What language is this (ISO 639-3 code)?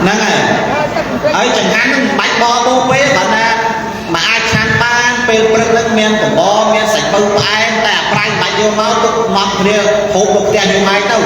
khm